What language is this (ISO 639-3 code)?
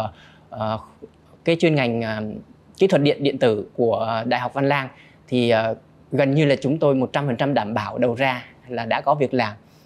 vie